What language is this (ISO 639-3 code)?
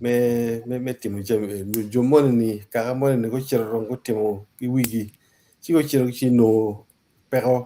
ach